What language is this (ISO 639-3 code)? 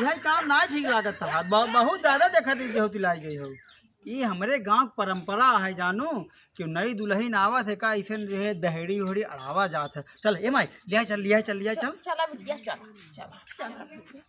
awa